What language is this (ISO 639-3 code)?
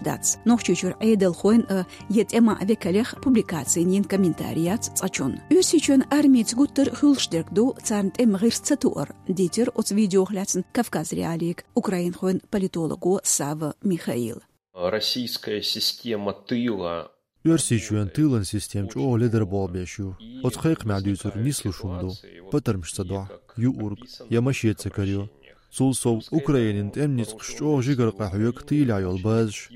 che